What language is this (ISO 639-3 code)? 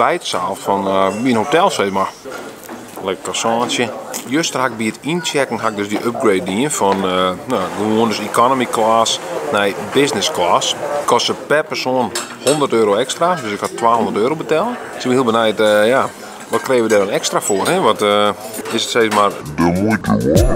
fry